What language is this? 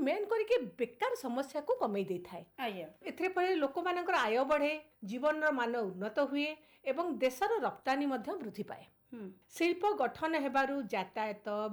Odia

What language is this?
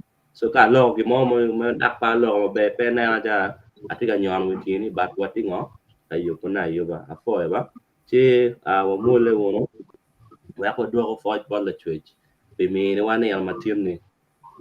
Acoli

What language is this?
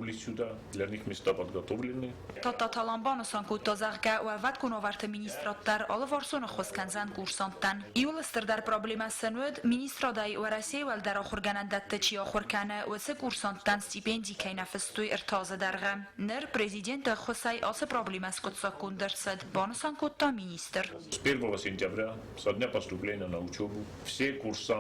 Ossetic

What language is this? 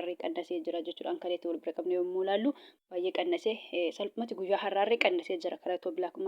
Oromo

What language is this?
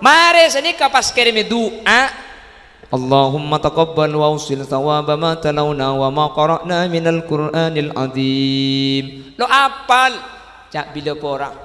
Madurese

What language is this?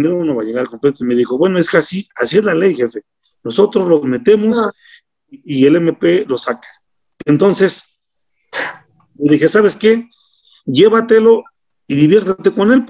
Spanish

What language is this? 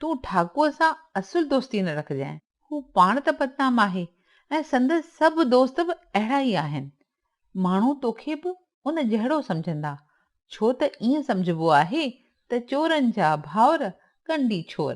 Sindhi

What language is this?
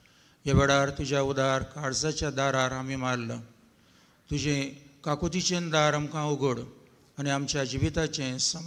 Konkani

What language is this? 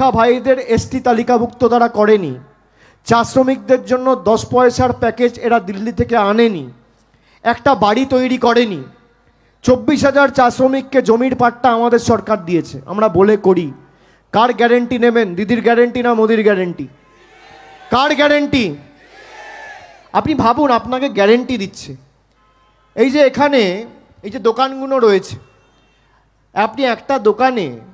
Bangla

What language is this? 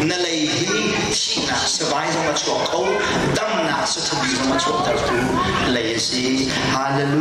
Hakha Chin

